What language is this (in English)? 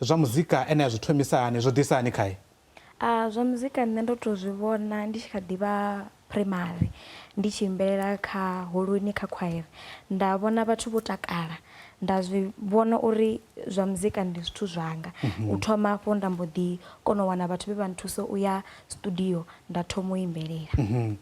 Venda